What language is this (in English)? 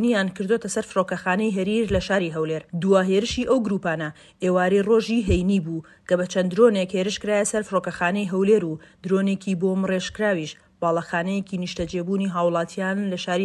Central Kurdish